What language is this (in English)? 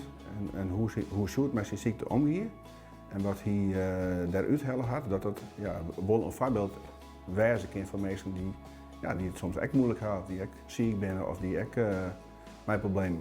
Western Frisian